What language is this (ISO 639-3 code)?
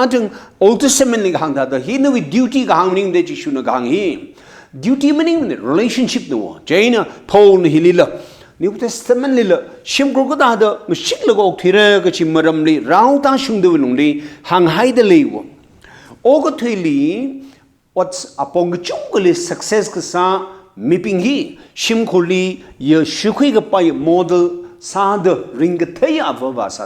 nmf